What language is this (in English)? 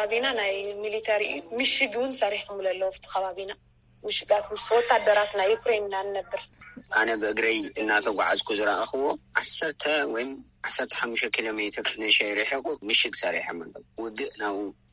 Tigrinya